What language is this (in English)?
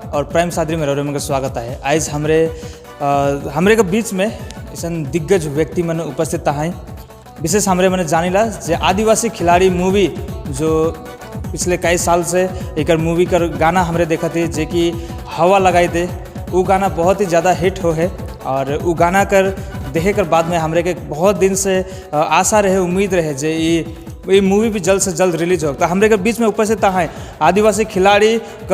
Sadri